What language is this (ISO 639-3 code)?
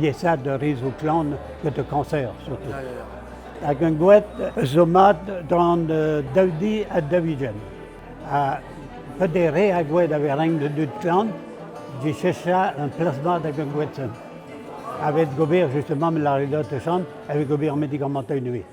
bre